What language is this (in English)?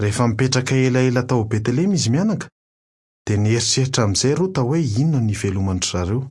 Malagasy